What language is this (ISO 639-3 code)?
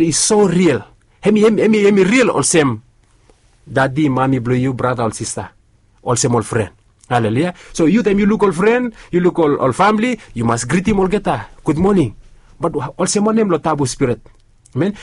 bis